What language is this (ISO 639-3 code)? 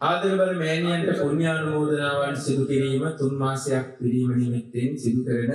sin